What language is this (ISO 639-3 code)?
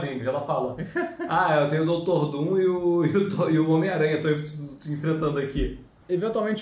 por